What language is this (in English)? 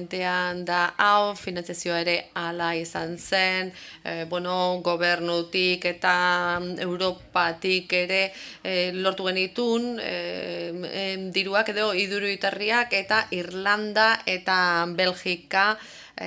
Basque